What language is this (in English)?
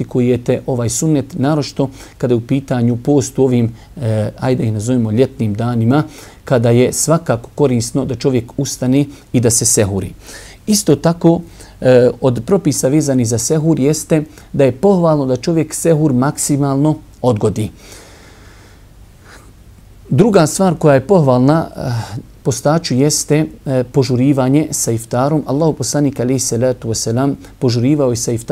Bosnian